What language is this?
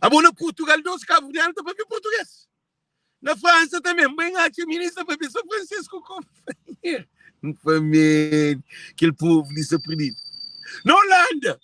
Kabuverdianu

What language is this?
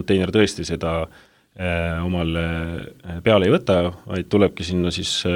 Estonian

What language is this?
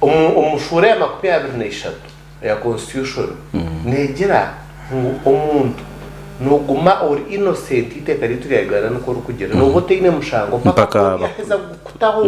Nyankole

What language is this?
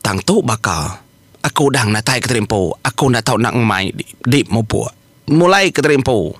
Iban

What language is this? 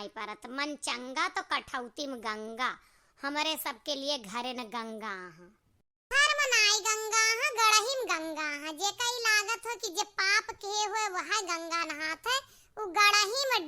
Awadhi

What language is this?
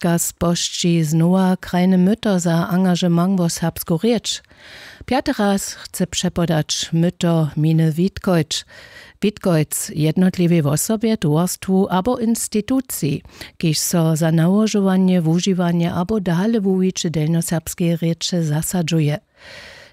Upper Sorbian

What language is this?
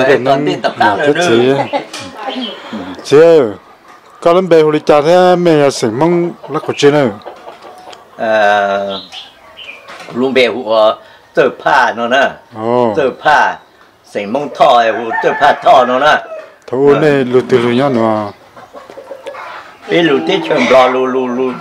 Vietnamese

